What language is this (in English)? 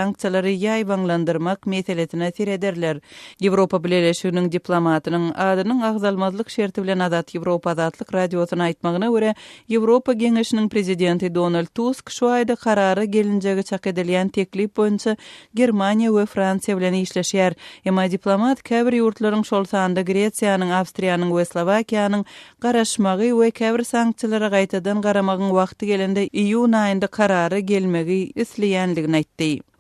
Turkmen